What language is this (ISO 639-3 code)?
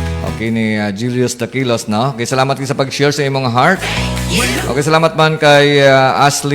hil